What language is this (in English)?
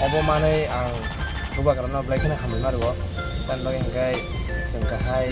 Kok Borok